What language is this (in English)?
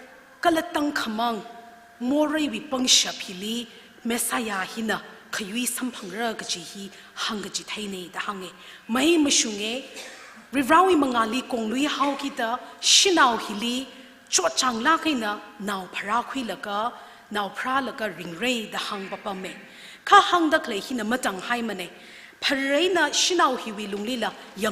Tangkhul Naga (India)